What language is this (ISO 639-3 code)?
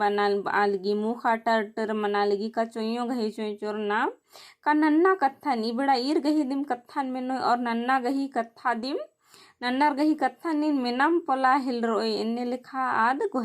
kru